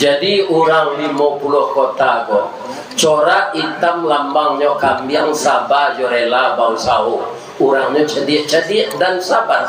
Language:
Minangkabau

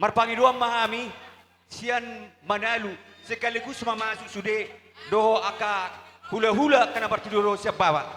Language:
Batak Toba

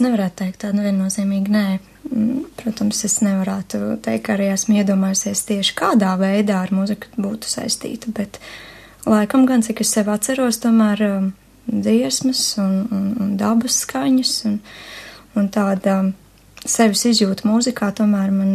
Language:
Latvian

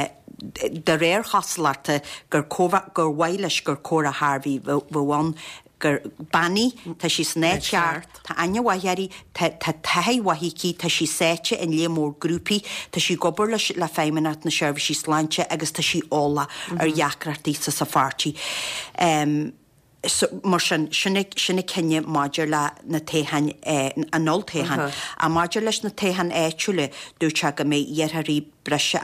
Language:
Irish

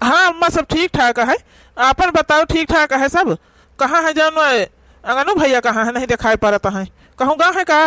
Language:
Awadhi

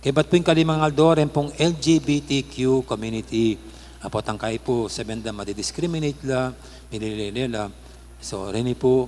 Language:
Pampanga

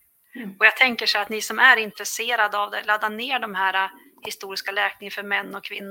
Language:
Swedish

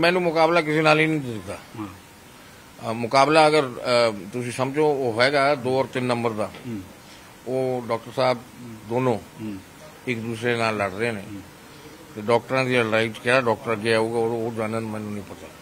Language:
Punjabi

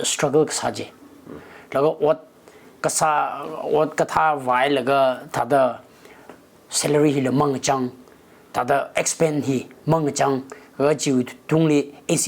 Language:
Tangkhul Naga (India)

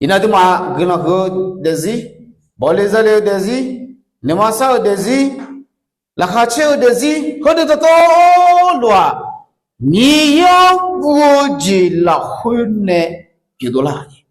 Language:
Akha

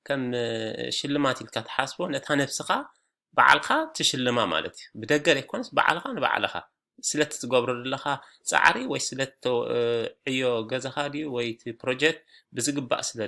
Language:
Tigrinya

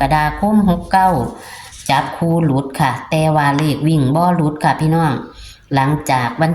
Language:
Northeastern Thai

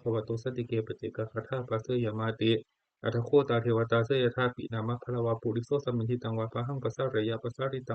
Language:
Pali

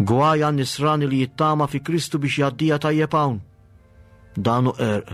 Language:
Maltese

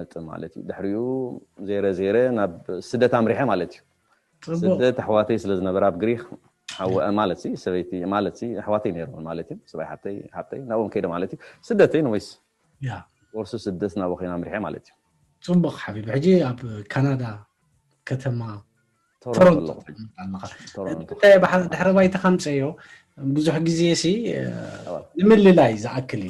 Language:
Tigrinya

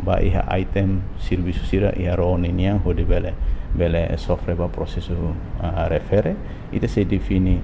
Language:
Tetum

